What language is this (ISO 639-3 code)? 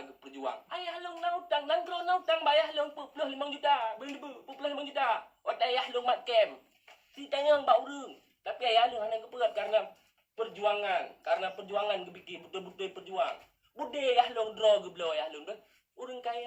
ace